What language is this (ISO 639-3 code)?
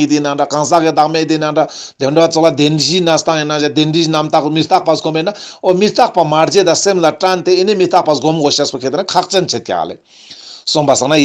lbj